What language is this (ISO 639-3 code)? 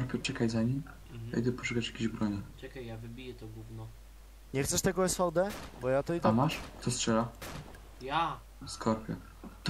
pol